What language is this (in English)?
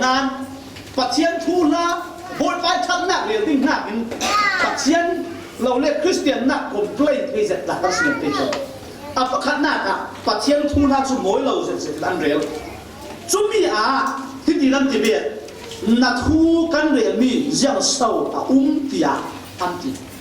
Falam Chin